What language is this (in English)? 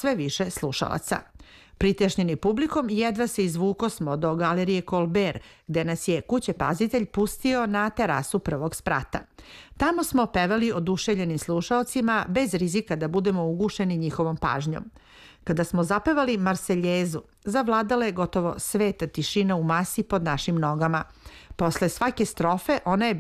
Serbian